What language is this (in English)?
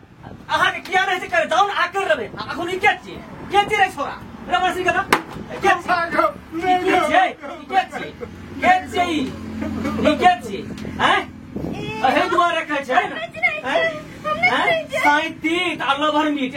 Maithili